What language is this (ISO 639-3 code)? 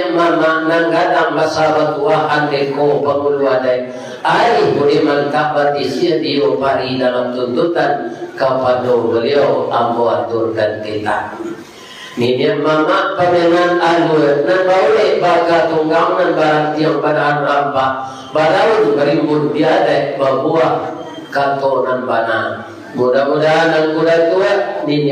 min